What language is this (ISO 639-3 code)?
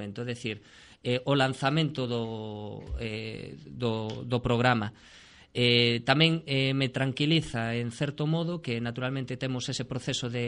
glg